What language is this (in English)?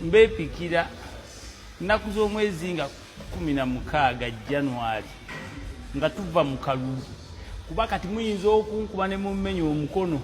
Ganda